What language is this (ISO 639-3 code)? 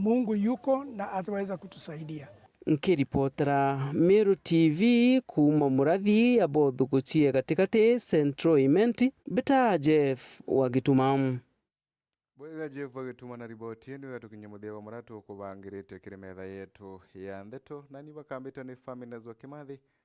mer